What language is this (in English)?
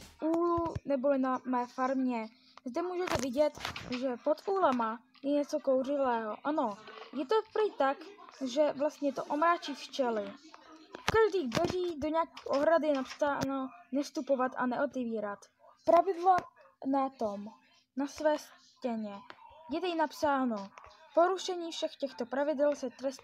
Czech